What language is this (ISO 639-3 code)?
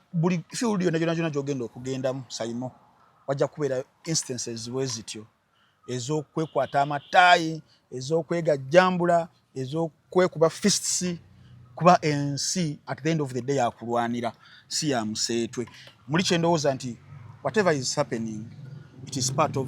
lug